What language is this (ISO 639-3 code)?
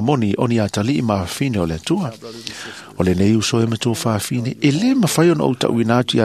smo